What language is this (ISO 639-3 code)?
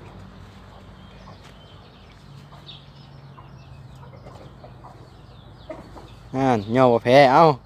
lao